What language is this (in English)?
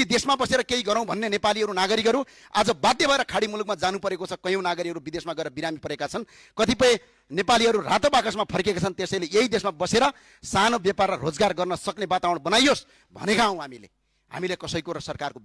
Nepali